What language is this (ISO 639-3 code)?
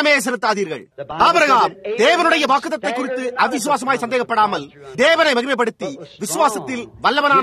tam